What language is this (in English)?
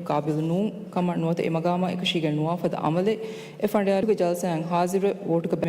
Divehi